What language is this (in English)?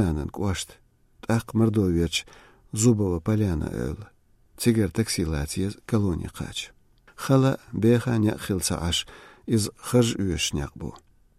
Chechen